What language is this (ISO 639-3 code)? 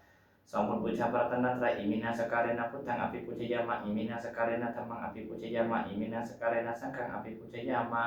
pli